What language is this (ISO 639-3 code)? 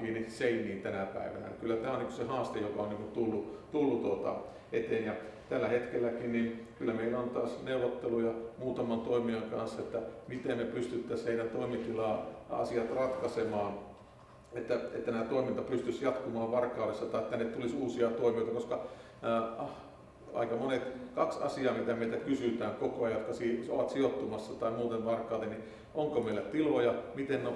fin